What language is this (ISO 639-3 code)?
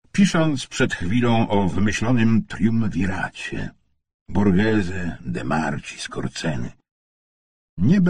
pol